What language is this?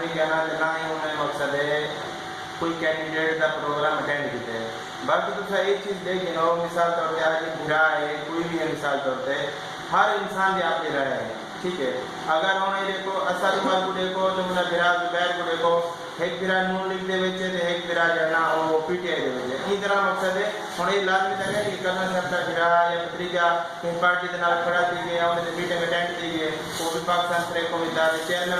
Saraiki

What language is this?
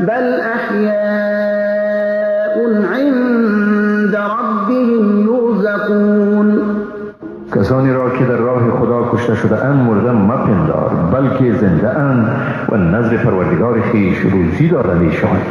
Persian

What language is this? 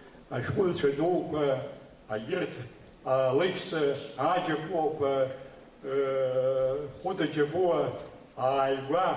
Abkhazian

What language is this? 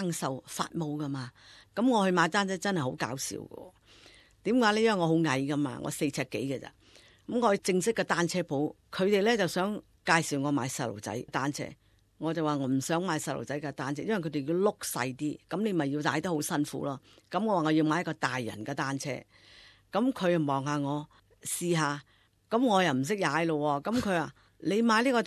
Cantonese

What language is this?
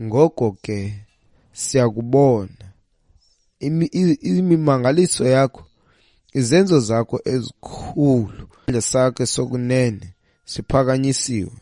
Xhosa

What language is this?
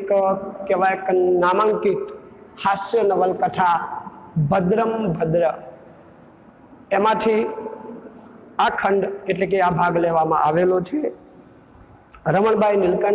Gujarati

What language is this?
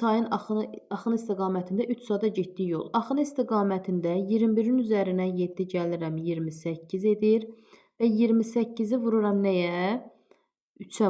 Azerbaijani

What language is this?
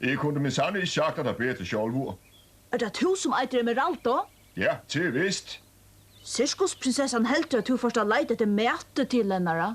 Faroese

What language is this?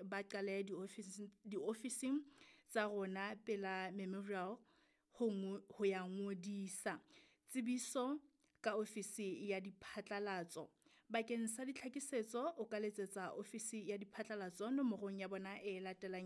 Southern Sotho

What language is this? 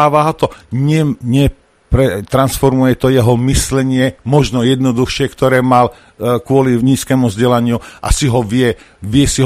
Slovak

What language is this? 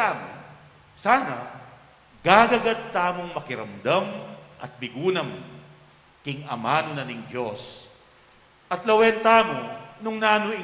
Pampanga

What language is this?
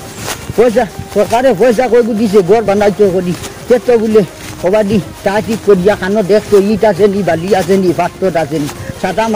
Sylheti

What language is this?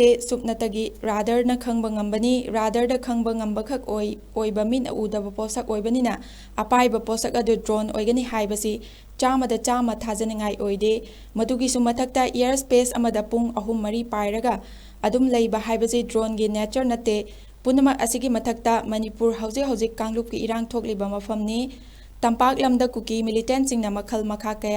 Manipuri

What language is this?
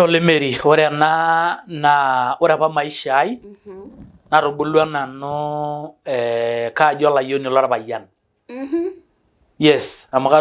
Masai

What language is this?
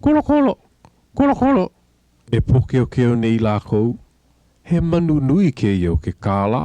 Hawaiian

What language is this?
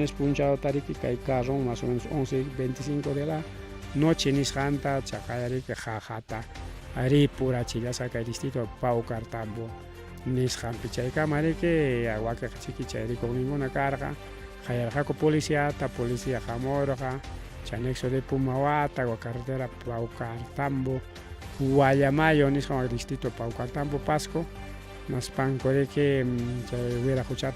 Ayacucho Quechua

